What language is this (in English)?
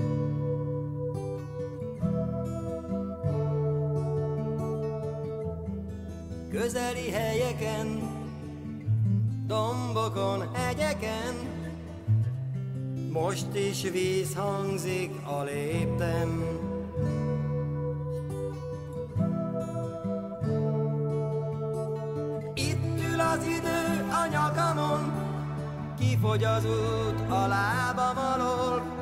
Hungarian